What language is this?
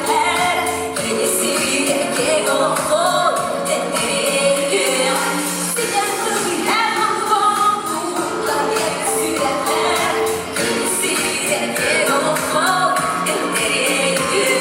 Yakut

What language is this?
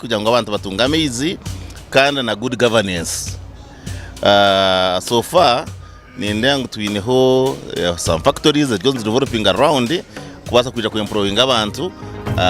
Tooro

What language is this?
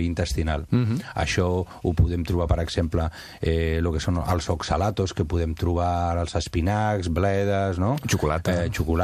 Catalan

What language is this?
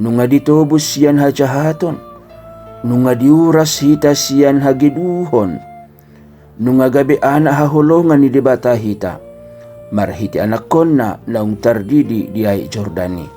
Batak Toba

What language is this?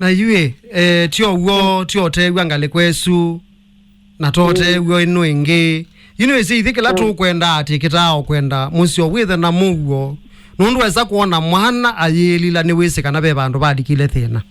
Kamba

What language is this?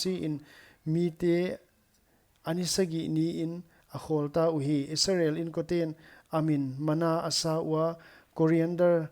Paite Chin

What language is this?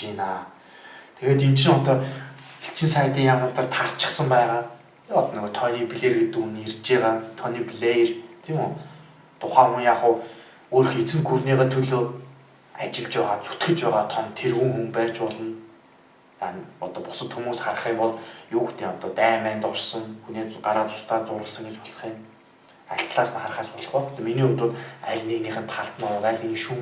Mongolian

